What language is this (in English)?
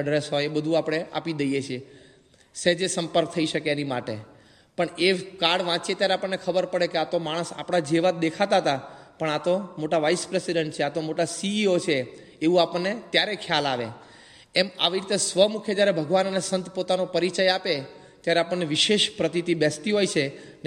Gujarati